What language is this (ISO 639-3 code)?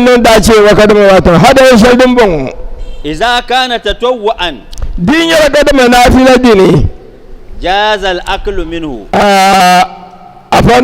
dag